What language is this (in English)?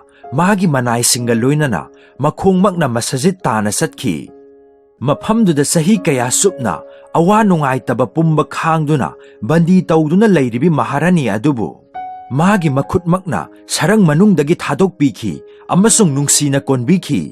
Manipuri